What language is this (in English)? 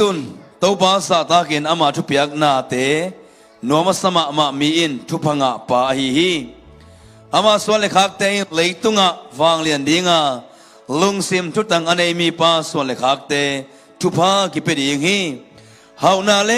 Tedim Chin